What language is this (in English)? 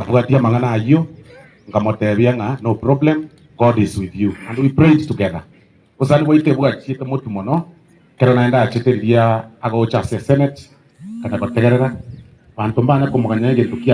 Gusii